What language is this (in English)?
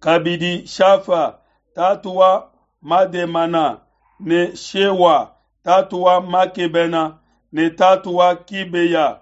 Luba-Lulua